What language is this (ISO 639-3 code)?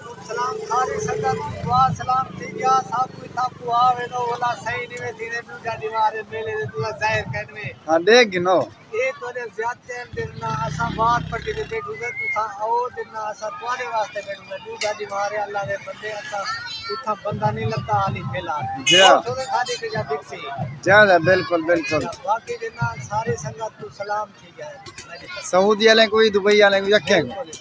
skr